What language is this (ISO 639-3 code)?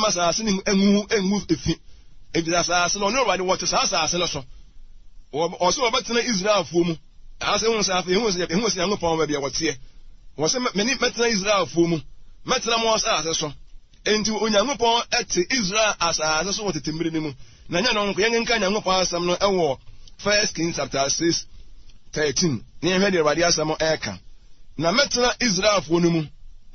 aka